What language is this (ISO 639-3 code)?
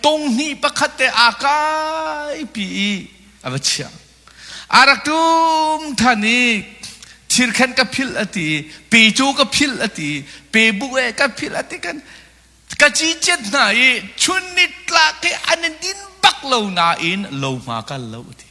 cnh